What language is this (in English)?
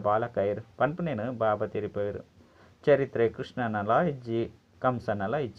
Tulu